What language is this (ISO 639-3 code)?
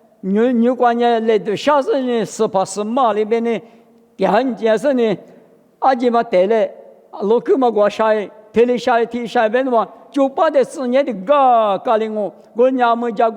lis